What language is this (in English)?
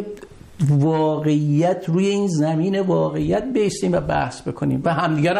Persian